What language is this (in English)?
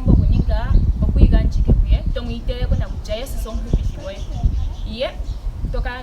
Ndonga